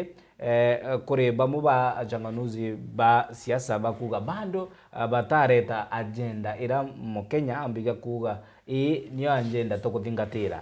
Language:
Meru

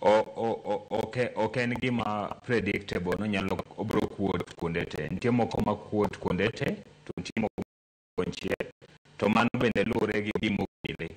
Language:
Luo (Kenya and Tanzania)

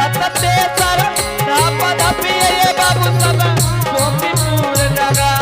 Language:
Angika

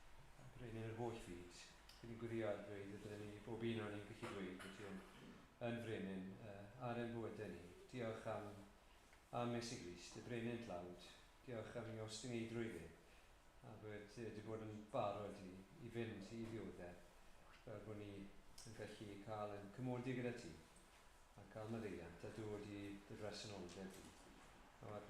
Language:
Welsh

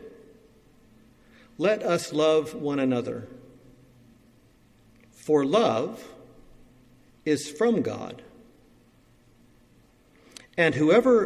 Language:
English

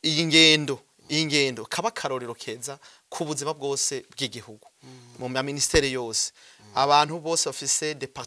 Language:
Rundi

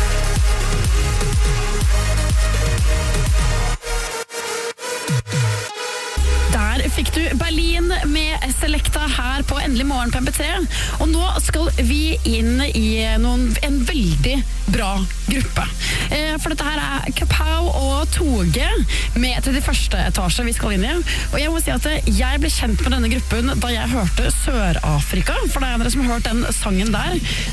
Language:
Norwegian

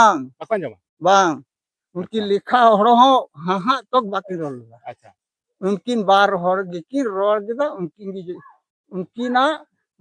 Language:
Santali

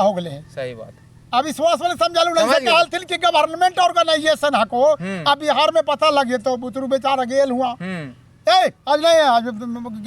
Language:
Magahi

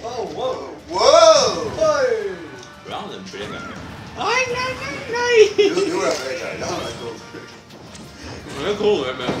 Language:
Faroese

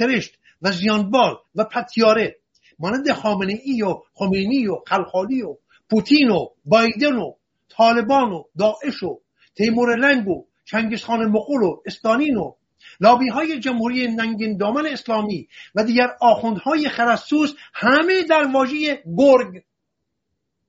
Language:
Persian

